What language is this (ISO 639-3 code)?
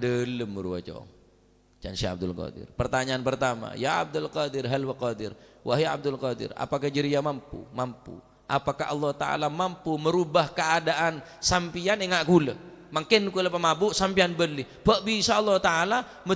mad